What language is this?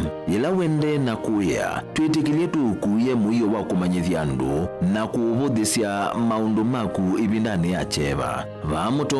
Kamba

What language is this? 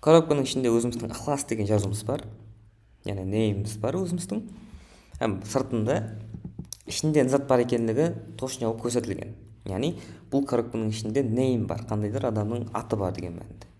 Kara-Kalpak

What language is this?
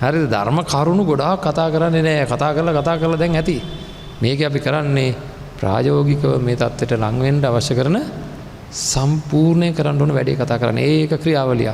Sinhala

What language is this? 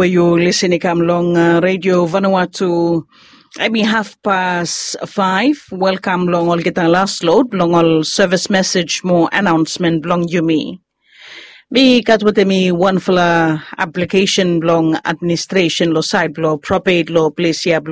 Bislama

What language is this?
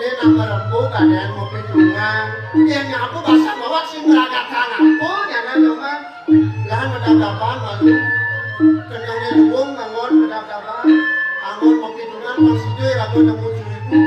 Balinese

